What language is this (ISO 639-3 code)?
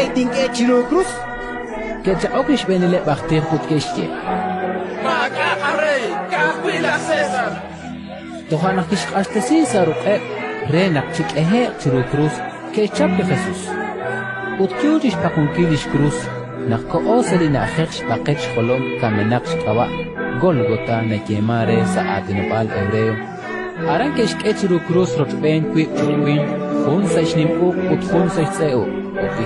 kek